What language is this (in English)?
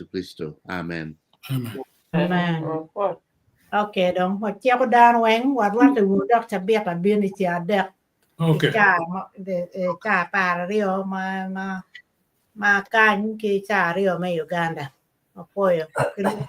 Acoli